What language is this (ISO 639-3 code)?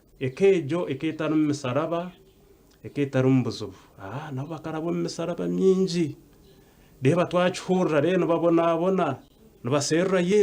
nyn